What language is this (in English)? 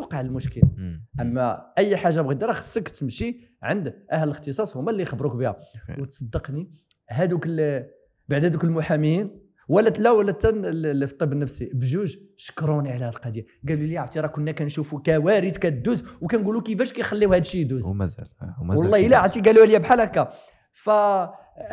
Moroccan Arabic